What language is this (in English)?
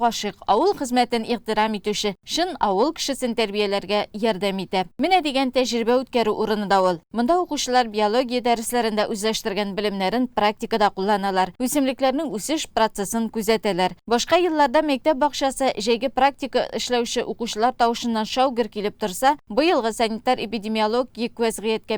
Tatar